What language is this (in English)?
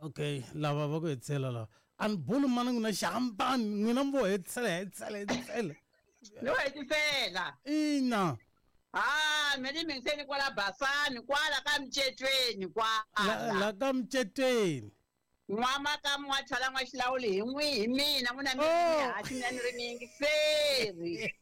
Tsonga